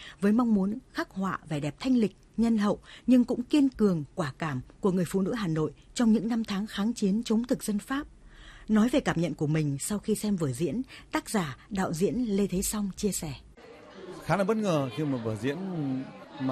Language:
Vietnamese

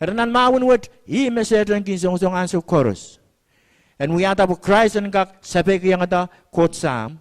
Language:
Pohnpeian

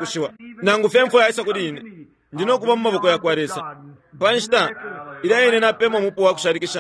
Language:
Bemba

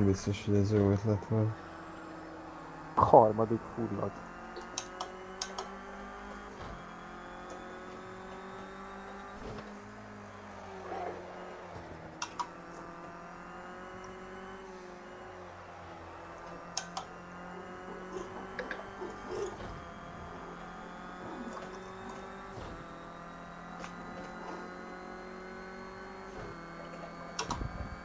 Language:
Hungarian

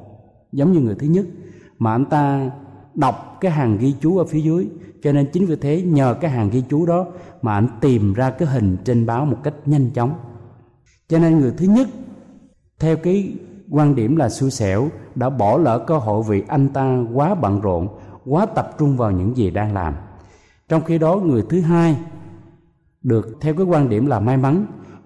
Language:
Vietnamese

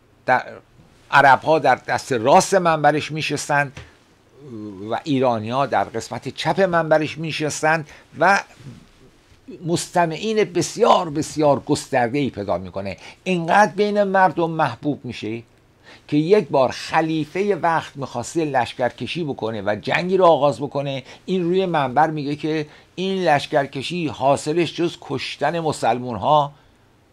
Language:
Persian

